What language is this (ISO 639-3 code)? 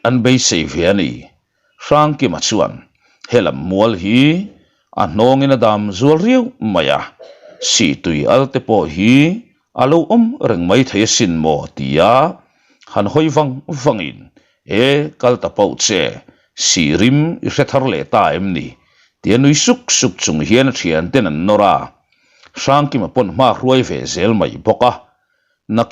lus